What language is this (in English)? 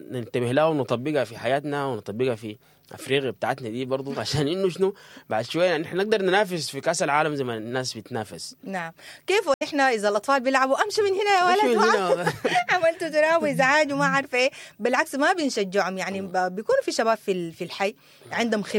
Sudanese Arabic